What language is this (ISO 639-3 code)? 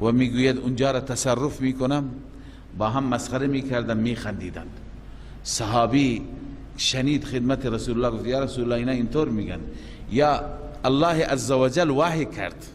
fas